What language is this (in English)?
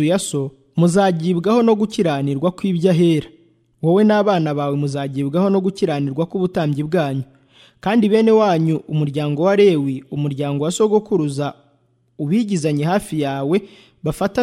Kinyarwanda